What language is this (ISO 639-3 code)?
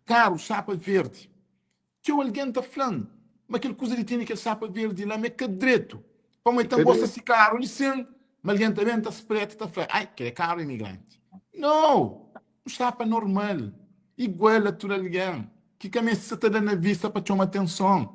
kea